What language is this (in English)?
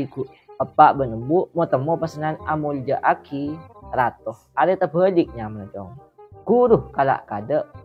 Madurese